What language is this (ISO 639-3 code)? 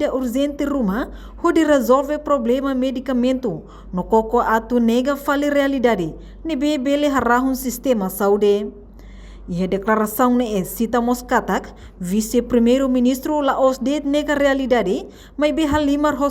tet